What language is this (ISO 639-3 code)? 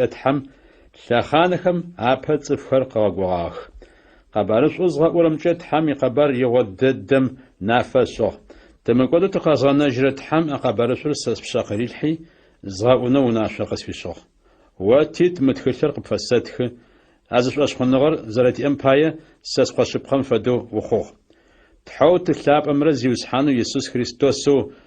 ady